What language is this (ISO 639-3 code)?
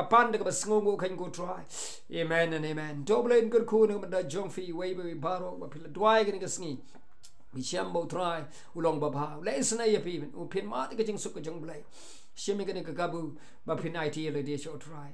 kha